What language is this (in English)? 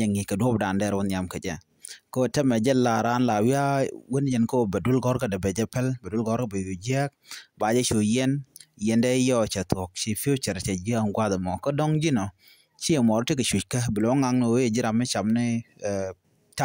Nuer